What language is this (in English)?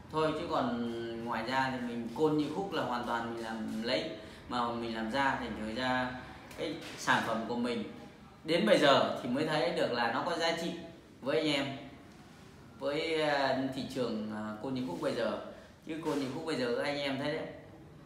Vietnamese